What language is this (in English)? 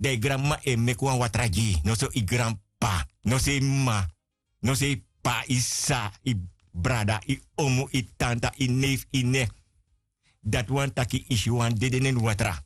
Sranan Tongo